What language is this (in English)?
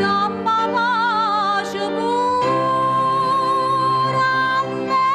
Neapolitan